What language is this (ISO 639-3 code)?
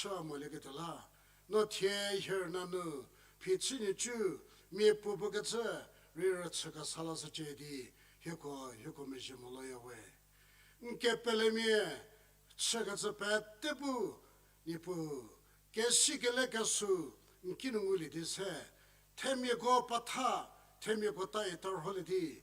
njm